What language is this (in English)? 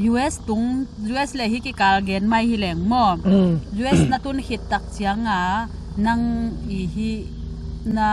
Tedim Chin